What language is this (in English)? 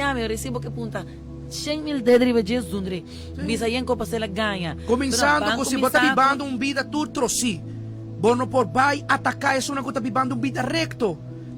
Papiamento